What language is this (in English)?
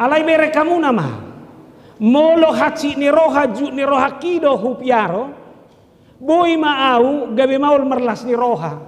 Batak Toba